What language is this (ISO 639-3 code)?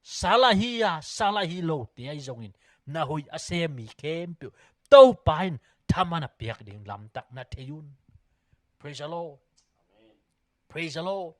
ctd